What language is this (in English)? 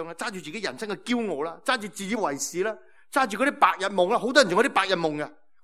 Cantonese